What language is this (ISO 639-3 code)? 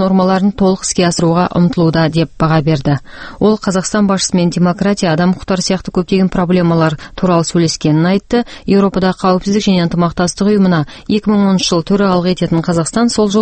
kaz